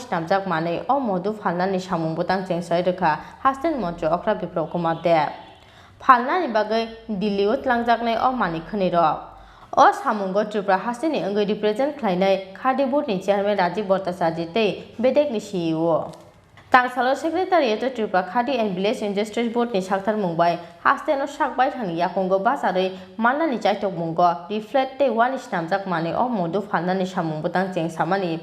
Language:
Kok Borok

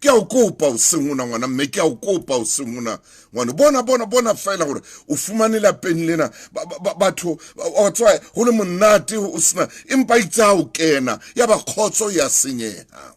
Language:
Southern Sotho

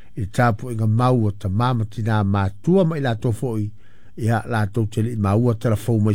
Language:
Samoan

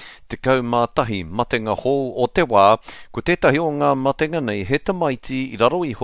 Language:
Māori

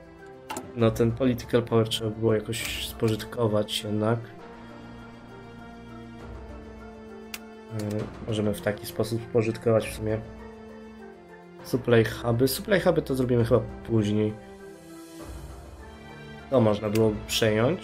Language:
Polish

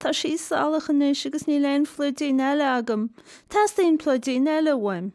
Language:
Irish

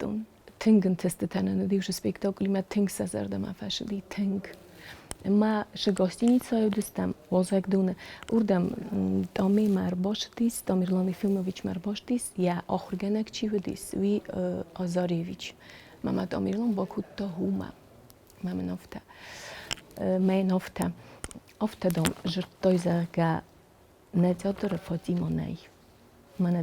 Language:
Ossetic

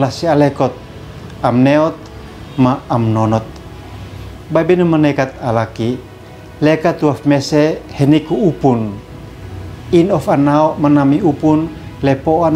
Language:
Uab Meto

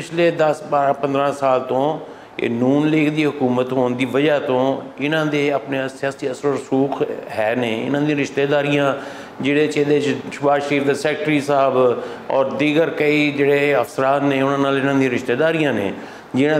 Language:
Western Panjabi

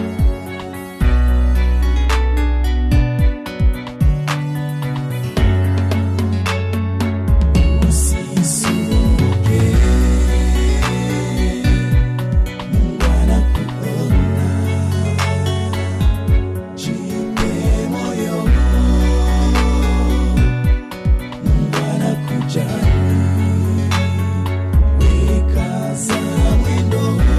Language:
Swahili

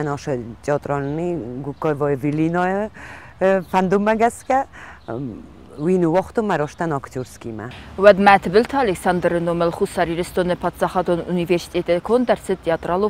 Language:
Ossetic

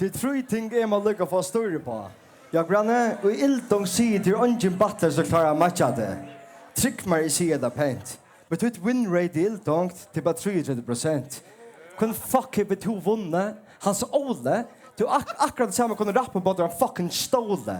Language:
Faroese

